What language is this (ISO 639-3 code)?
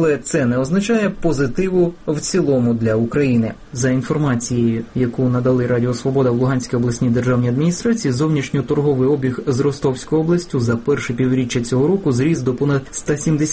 ukr